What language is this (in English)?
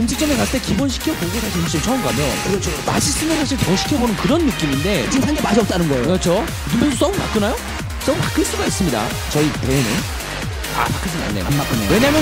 Korean